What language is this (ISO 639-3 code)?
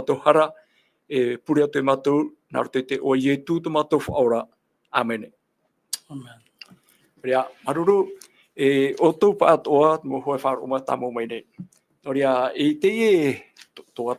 tah